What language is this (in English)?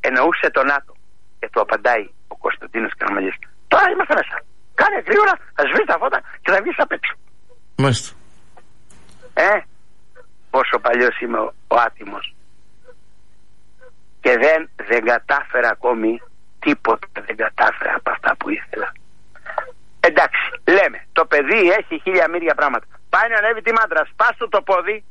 Greek